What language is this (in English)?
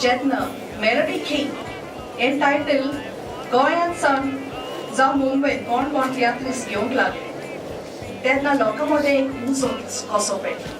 Konkani